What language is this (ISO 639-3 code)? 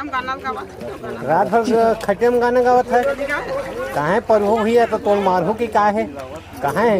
hne